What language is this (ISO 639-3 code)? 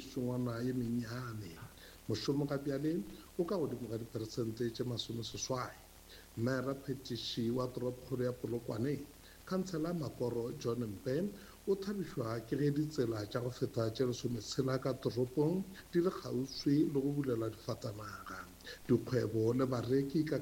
nso